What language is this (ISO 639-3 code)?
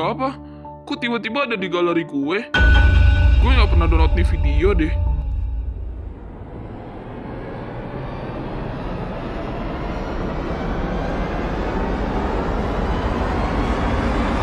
ind